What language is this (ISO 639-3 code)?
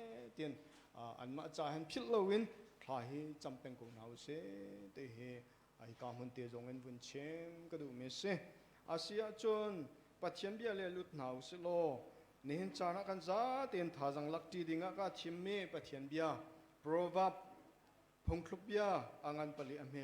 cnh